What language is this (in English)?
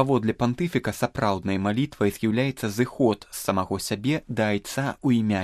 Belarusian